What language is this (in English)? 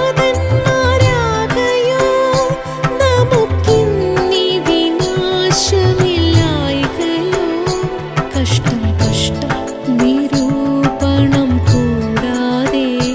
Malayalam